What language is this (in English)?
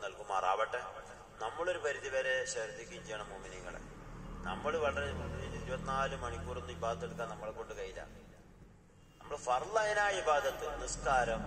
Malayalam